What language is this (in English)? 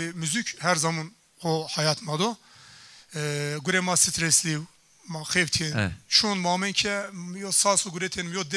Zaza